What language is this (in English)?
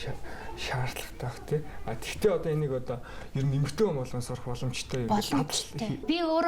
Mongolian